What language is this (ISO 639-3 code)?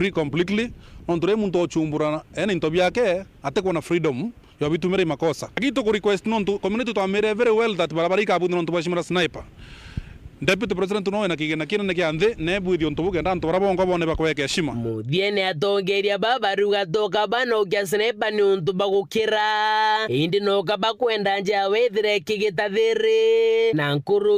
mer